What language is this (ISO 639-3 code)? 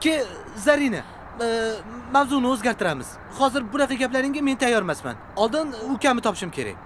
uzb